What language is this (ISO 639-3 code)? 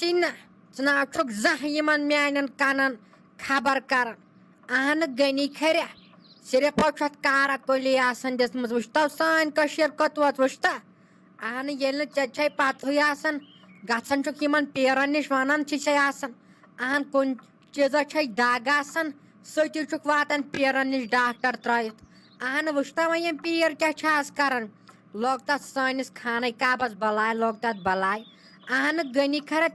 kas